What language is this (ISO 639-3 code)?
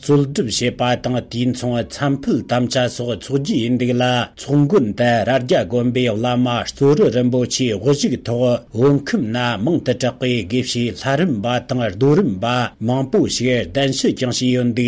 bod